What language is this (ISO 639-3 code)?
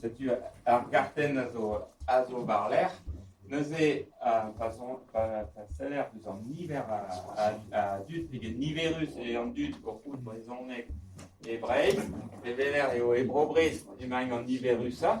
bre